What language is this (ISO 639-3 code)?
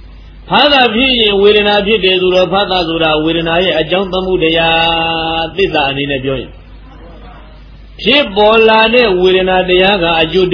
mya